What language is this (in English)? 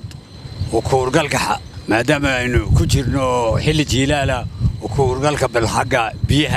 Somali